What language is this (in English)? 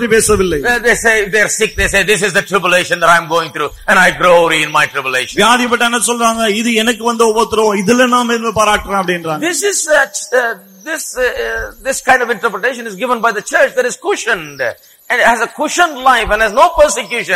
Tamil